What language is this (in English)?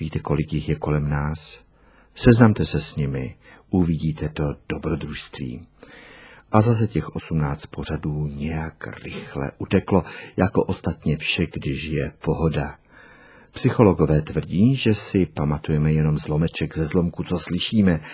Czech